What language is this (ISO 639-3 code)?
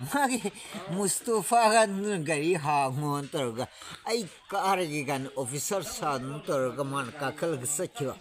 mni